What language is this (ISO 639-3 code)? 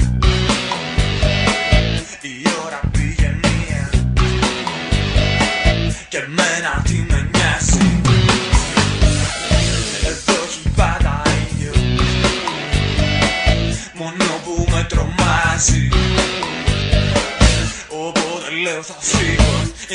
ell